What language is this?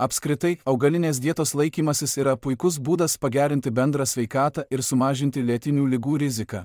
Lithuanian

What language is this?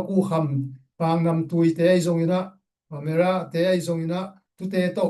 Tedim Chin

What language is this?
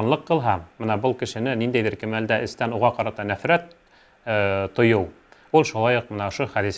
Bashkir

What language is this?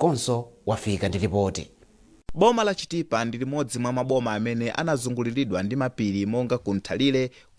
Nyanja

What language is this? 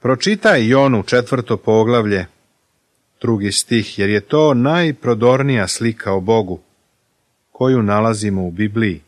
Serbian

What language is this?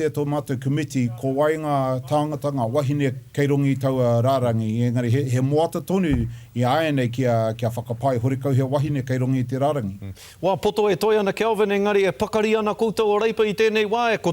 Māori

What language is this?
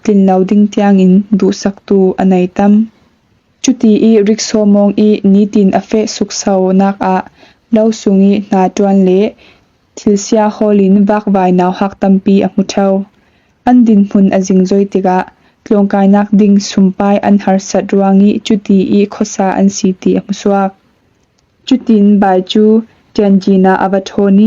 Falam Chin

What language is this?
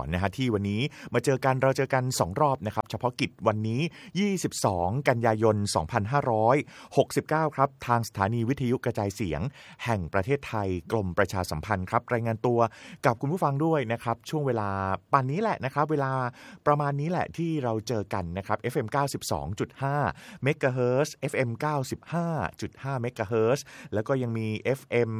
Thai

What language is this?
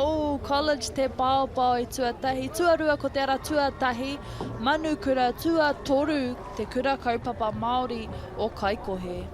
Māori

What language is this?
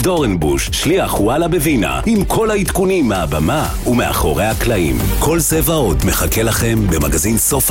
Hebrew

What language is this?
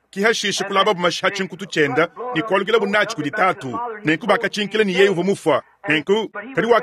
Luba-Lulua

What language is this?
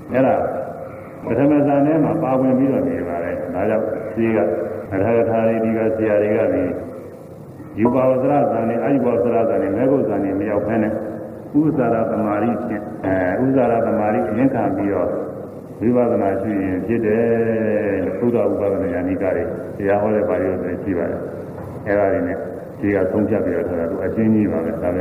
Burmese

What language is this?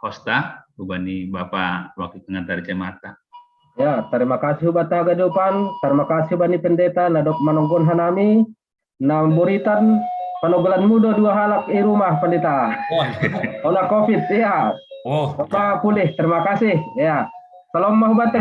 Batak Simalungun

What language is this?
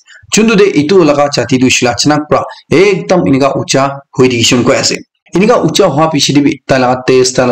Naga Pidgin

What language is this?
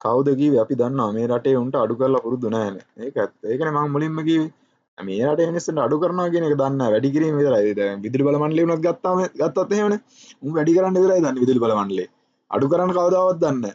Sinhala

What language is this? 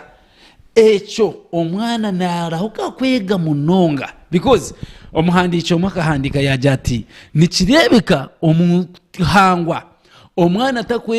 Nyankole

